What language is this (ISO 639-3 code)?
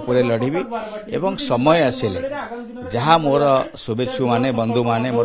ori